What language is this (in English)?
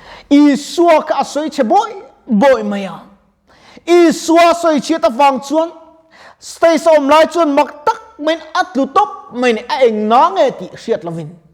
Mizo